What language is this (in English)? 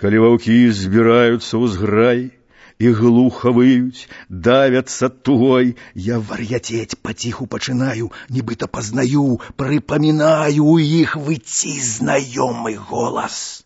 Belarusian